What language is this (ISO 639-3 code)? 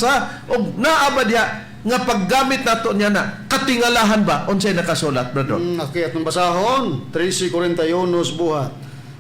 ceb